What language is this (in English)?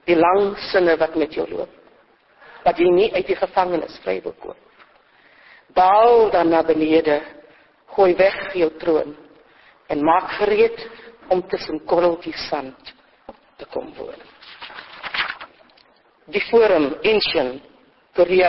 Afrikaans